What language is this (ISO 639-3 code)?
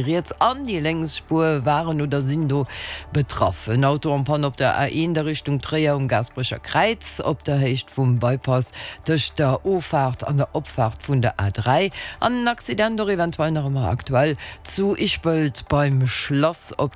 ltz